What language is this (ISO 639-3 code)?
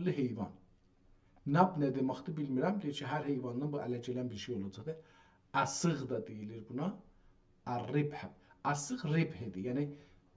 azb